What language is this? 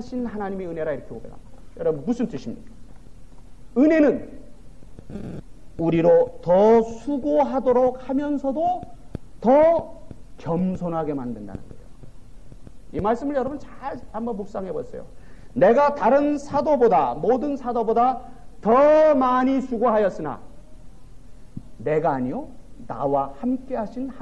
Korean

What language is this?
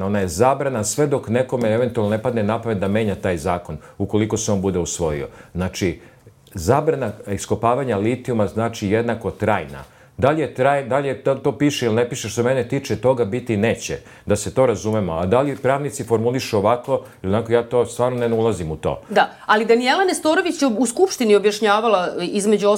Serbian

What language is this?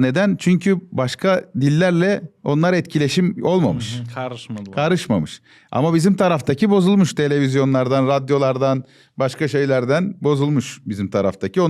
Gagauz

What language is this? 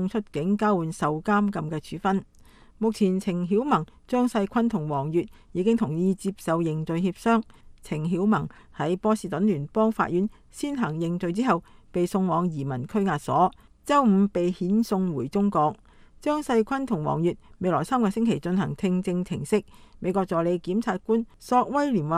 Cantonese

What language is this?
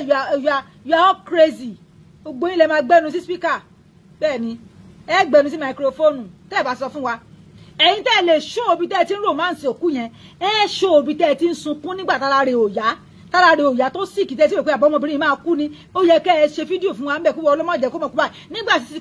Yoruba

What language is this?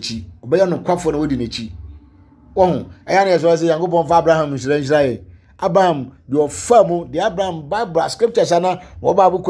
Akan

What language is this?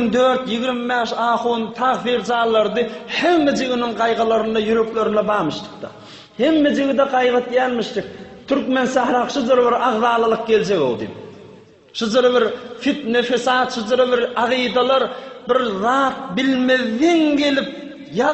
Turkmen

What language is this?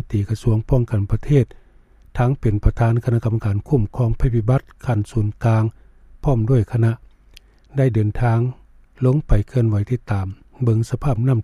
Lao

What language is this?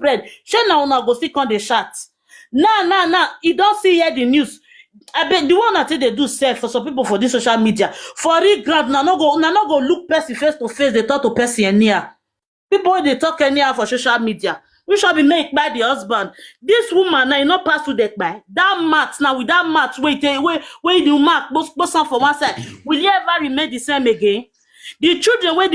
Nigerian Pidgin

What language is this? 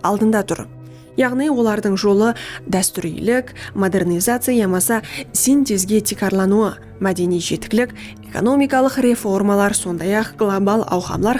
Kara-Kalpak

